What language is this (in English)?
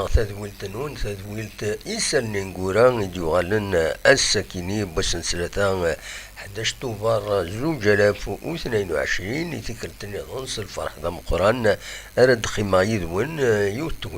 Kabyle